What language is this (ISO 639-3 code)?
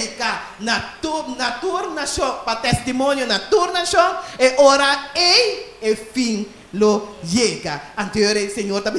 pap